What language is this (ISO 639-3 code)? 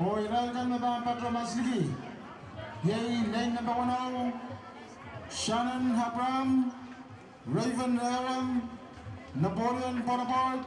pon